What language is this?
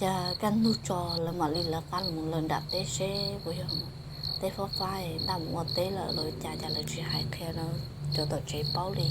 Hmong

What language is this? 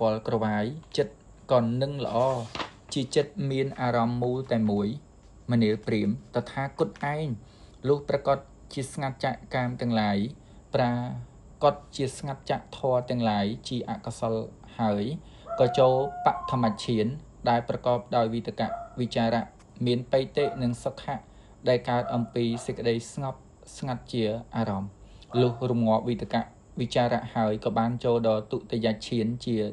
Khmer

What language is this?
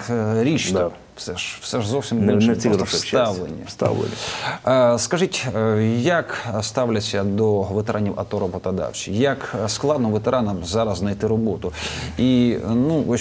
Ukrainian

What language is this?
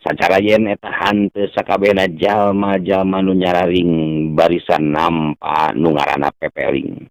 Sundanese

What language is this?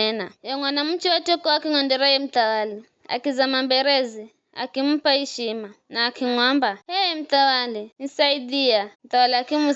Giryama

